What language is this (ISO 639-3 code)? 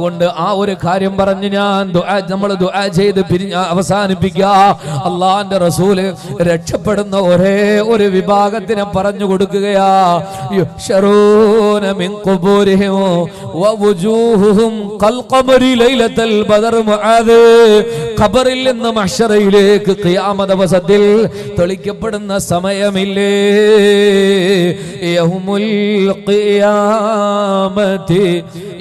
mal